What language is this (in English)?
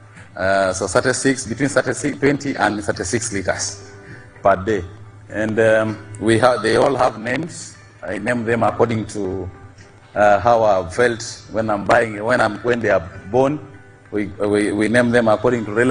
Nyankole